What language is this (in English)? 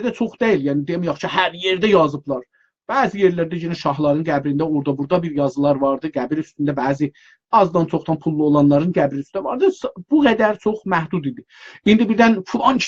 South Azerbaijani